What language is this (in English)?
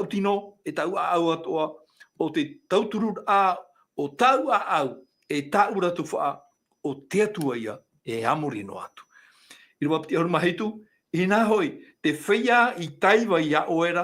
Tahitian